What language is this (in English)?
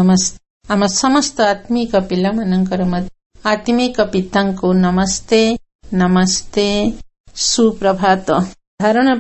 Odia